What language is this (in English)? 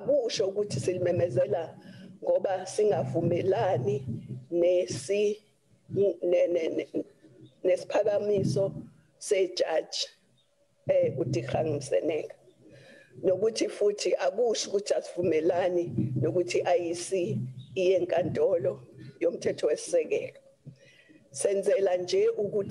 Zulu